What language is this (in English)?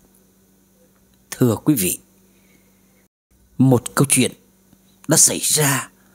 Vietnamese